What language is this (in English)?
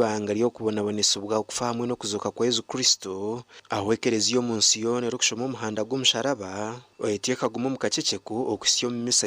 Nyankole